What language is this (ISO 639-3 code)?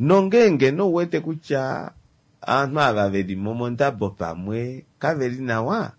kua